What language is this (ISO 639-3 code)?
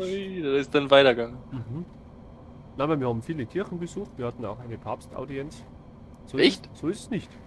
bar